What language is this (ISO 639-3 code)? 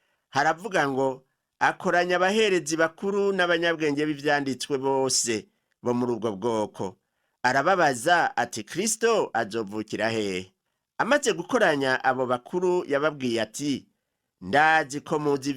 run